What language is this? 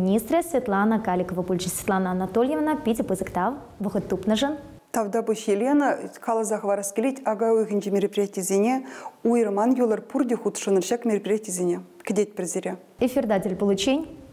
Chuvash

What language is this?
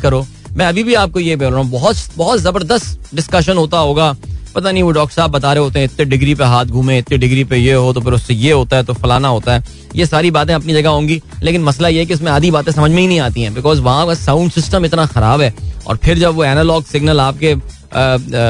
Hindi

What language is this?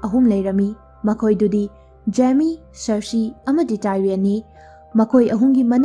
Manipuri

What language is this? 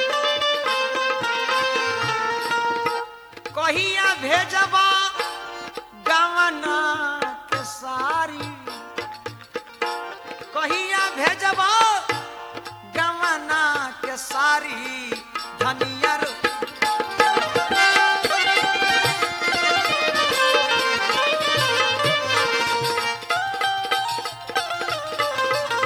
Bhojpuri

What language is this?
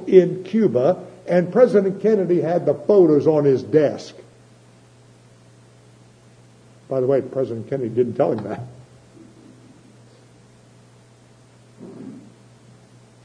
English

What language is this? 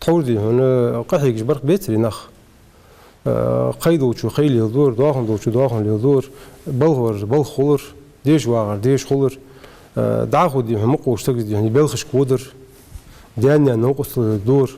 Ingush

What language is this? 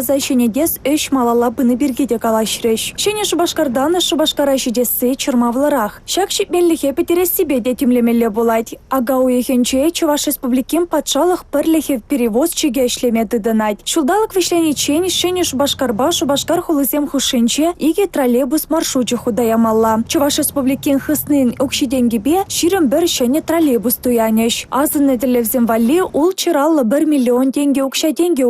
Chuvash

